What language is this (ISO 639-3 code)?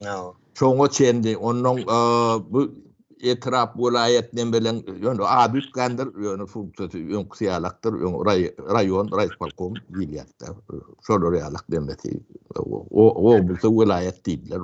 tuk